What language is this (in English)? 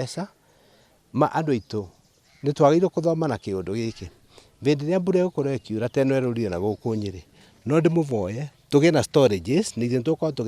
Kikuyu